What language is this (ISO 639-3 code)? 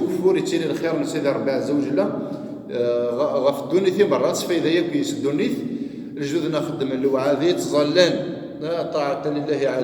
kab